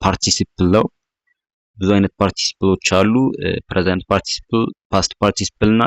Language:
Amharic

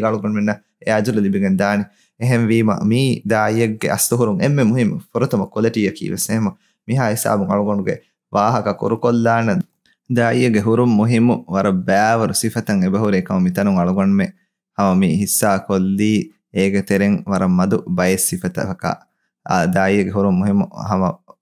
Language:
Divehi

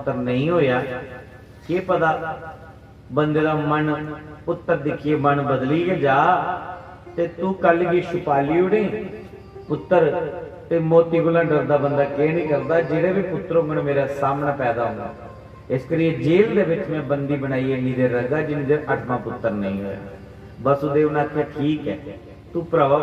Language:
Dogri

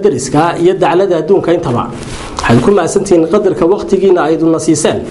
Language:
Somali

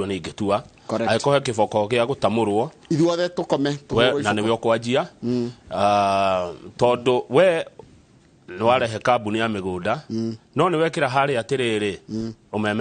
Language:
Kikuyu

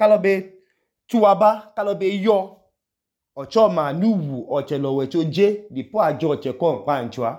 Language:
Idoma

